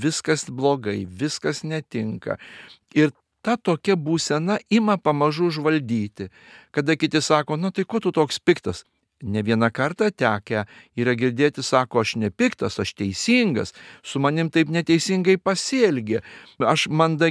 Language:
Lithuanian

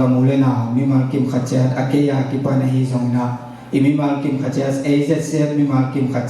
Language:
Tedim Chin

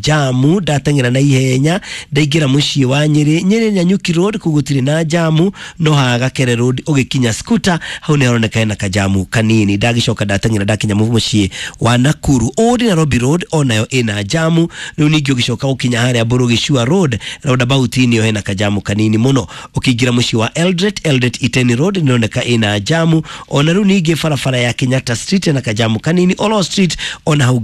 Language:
Kikuyu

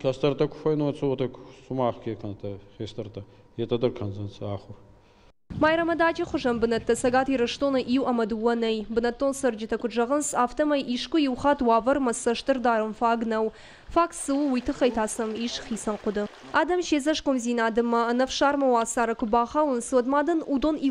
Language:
Ossetic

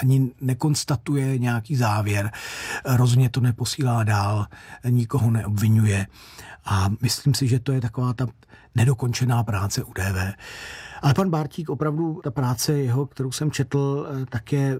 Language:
Czech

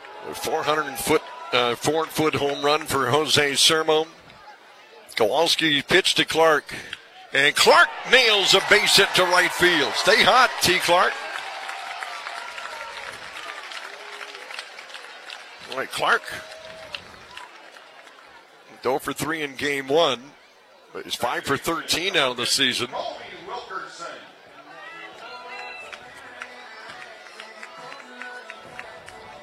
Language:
English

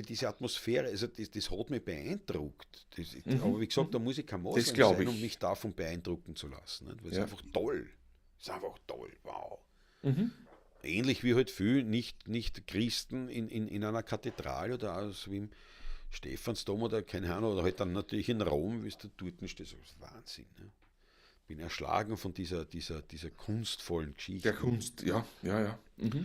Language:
Bavarian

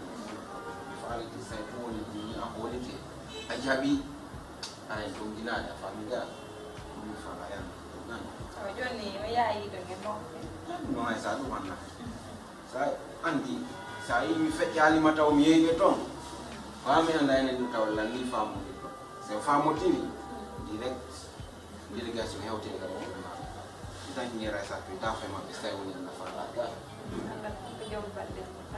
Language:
Fula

